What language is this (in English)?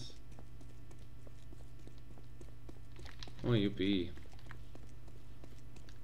Dutch